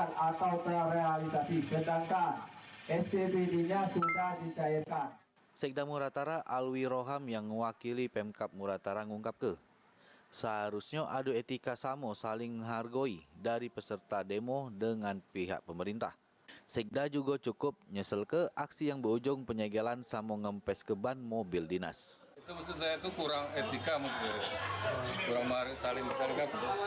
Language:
Musi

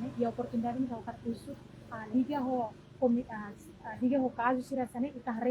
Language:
Tetum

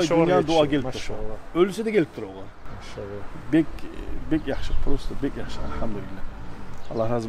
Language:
Kumyk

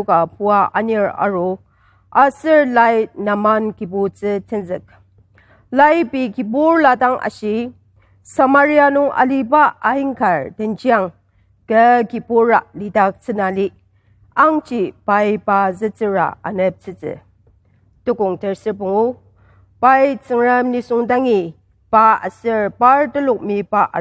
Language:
Ao Naga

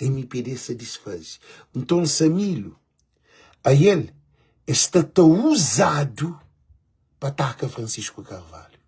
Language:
Kabuverdianu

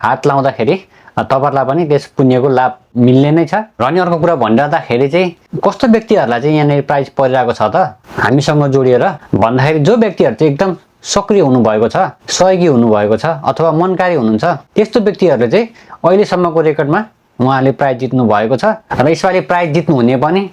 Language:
Nepali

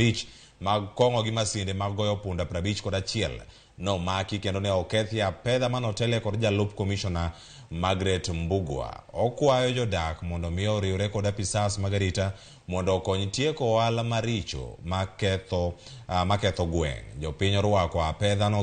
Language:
Luo (Kenya and Tanzania)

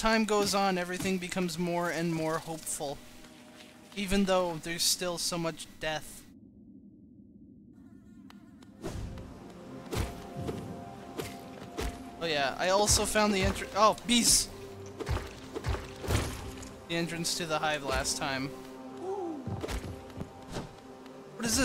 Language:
English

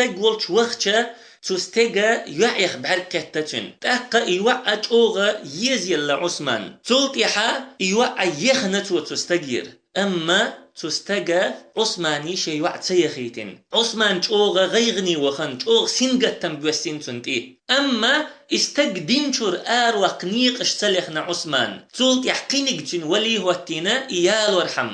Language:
Chechen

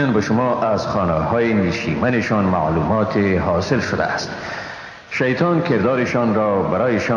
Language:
Persian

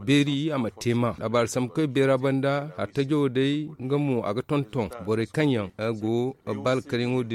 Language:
Zarma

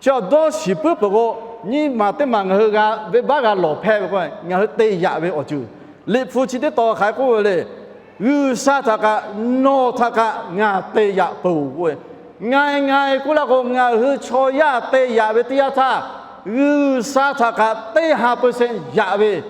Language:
Lahu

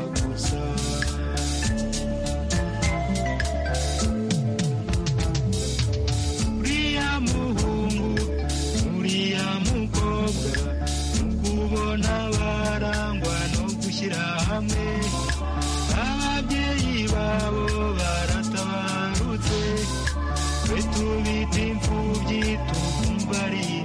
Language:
Kinyarwanda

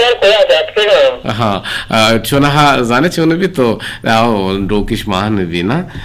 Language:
Eastern Balochi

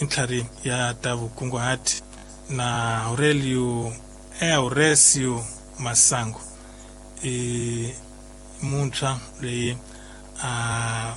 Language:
Tsonga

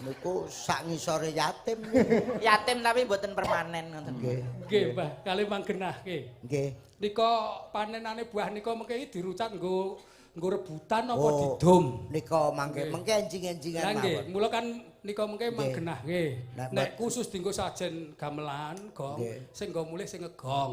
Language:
Javanese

